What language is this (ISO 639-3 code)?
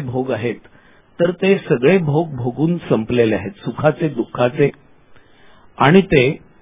mar